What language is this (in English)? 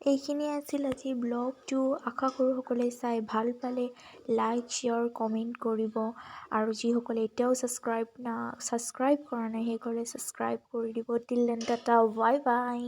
Assamese